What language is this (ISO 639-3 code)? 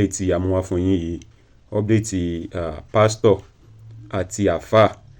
yor